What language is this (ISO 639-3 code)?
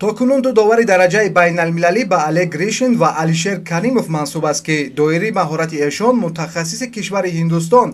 tgk